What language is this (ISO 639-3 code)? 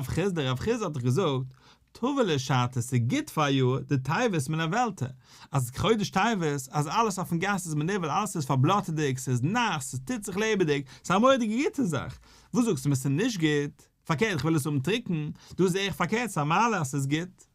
yid